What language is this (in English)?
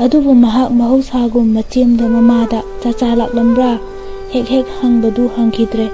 Manipuri